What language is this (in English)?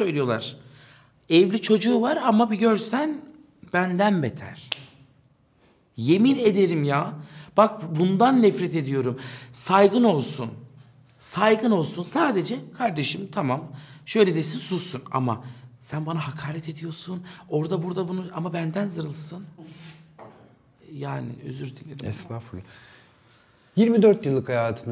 Turkish